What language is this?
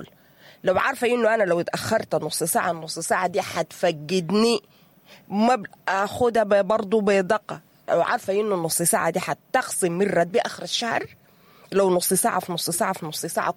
Sudanese Arabic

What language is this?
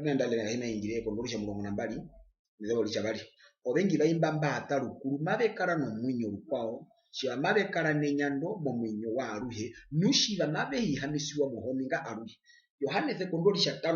Herero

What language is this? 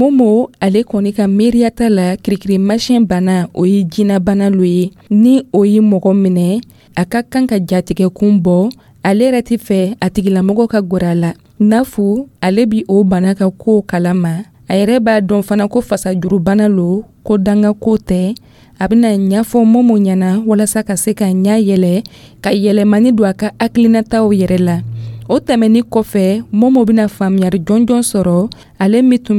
Dyula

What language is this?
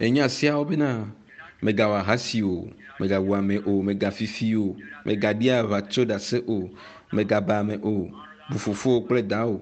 Ewe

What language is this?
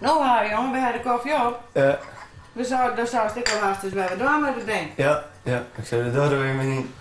Western Frisian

